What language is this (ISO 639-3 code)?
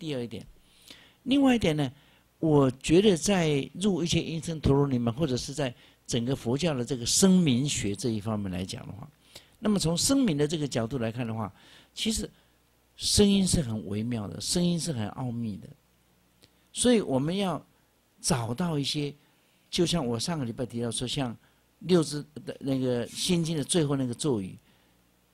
zho